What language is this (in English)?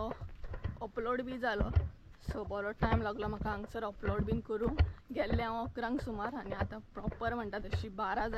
Konkani